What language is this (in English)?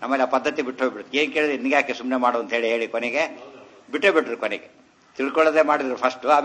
Kannada